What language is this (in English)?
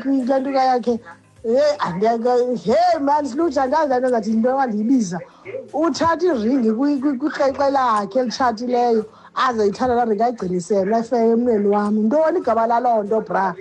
Xhosa